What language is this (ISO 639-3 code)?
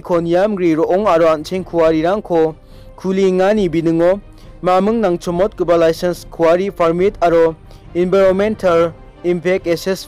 grt